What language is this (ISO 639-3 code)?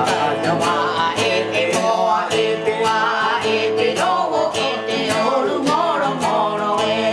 rap